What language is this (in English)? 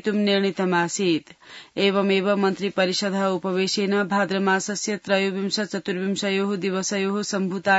Sanskrit